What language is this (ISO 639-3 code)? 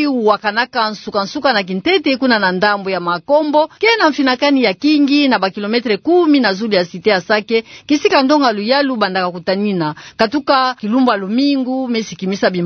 ktu